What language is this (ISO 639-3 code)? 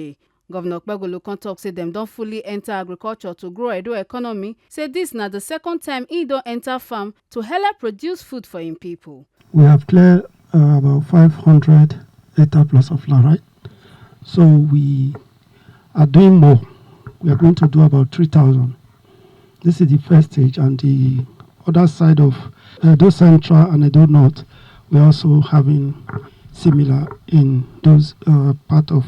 pcm